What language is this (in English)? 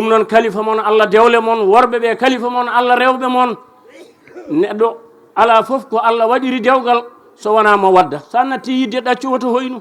Fula